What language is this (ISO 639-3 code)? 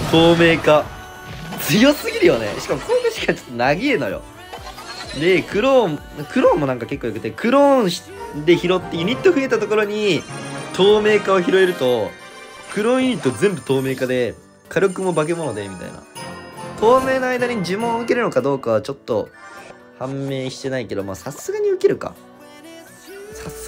jpn